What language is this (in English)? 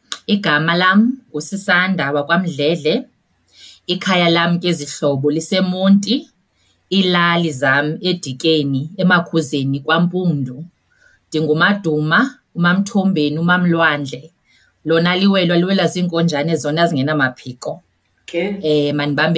Xhosa